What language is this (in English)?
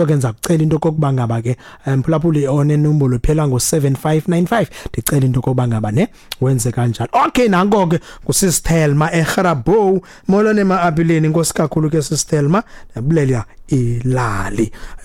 Xhosa